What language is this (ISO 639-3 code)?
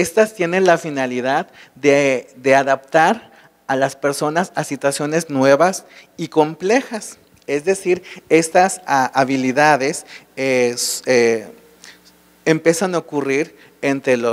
spa